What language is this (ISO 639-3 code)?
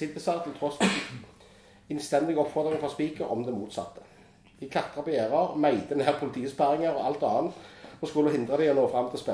nor